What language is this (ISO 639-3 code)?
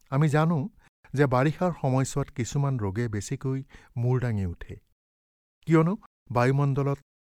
asm